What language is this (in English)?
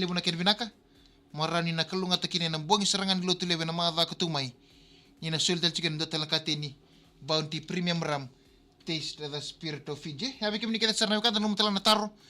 Fijian